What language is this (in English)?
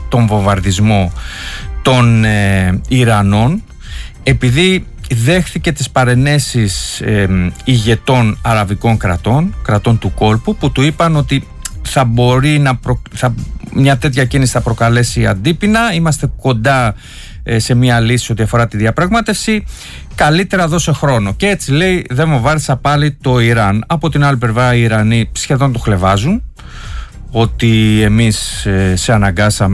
Greek